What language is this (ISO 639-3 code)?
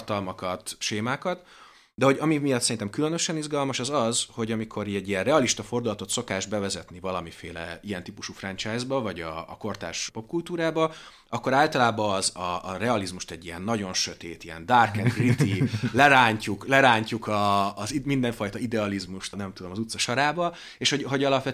hun